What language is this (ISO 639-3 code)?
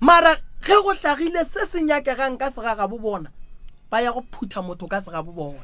nso